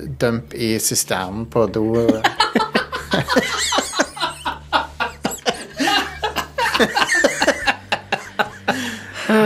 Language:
Norwegian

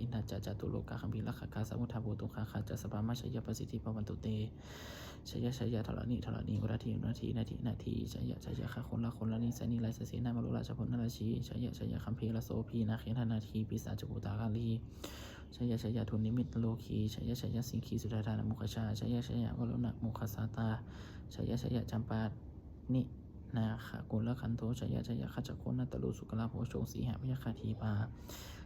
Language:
Pali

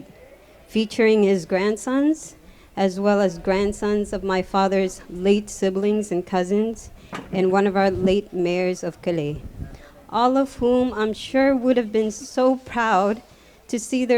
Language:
Marshallese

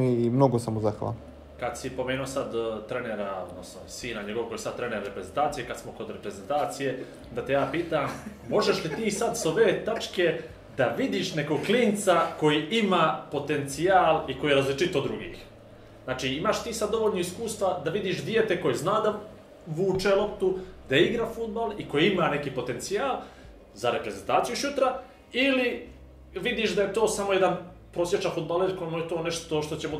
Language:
Bosnian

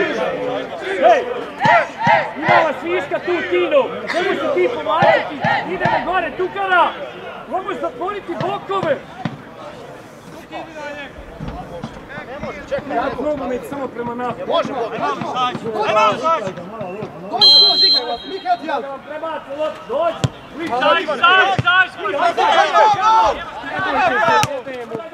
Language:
Croatian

